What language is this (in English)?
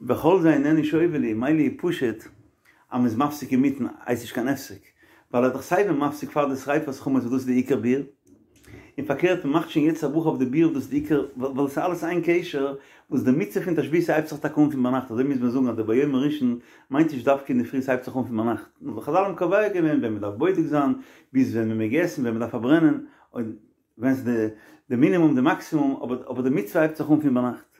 Yiddish